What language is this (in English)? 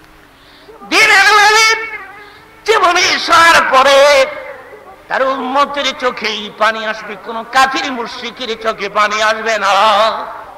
Bangla